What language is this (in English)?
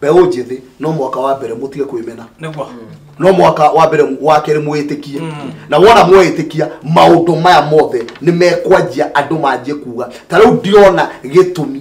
Kikuyu